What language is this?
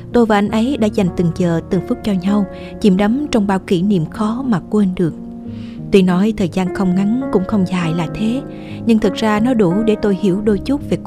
Vietnamese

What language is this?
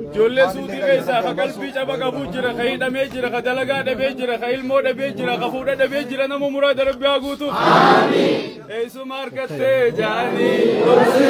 Oromo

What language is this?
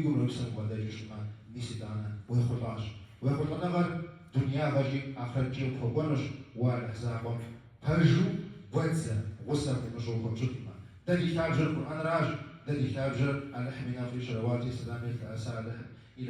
Kabardian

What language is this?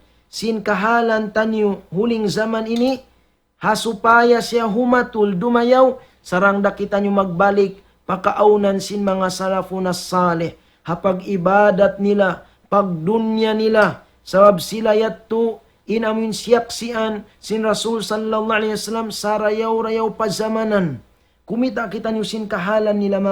Tausug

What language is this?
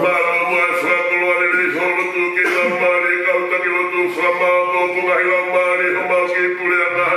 Tongan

